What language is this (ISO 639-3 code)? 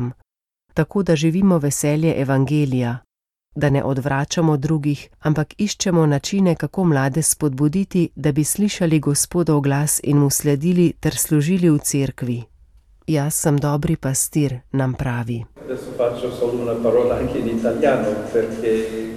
slv